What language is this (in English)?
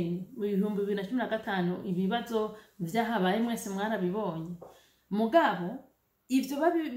Rundi